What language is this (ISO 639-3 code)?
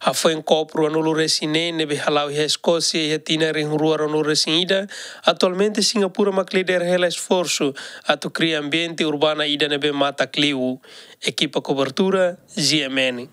tet